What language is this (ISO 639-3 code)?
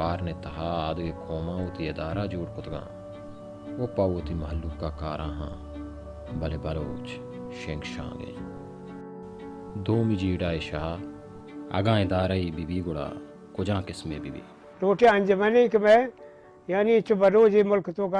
bal